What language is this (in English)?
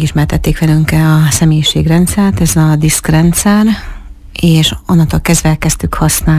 Hungarian